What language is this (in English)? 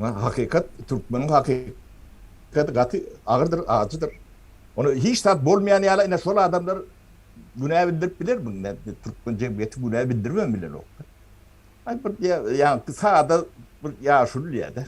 Turkmen